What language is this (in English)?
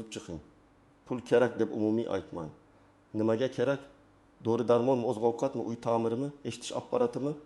Uzbek